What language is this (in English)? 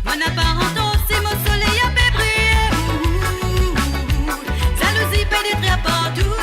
Morisyen